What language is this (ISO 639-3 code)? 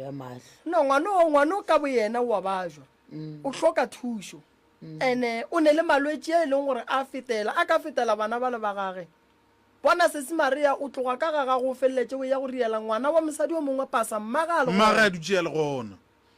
nso